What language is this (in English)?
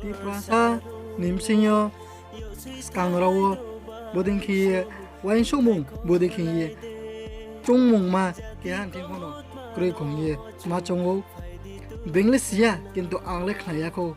Riang (India)